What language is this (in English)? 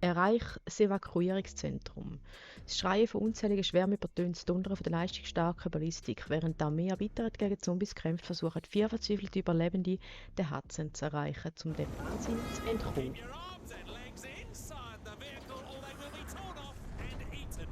Swiss German